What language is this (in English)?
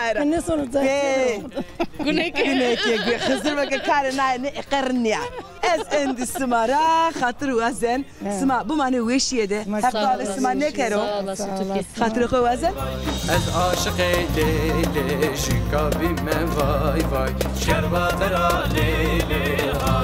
Zaza